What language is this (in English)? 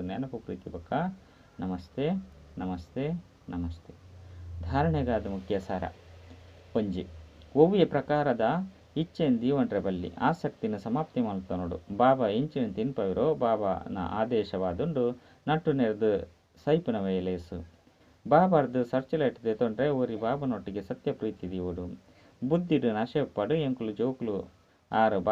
Tulu